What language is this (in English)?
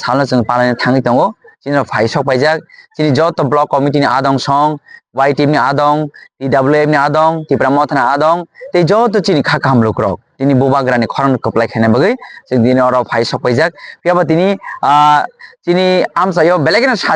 Kok Borok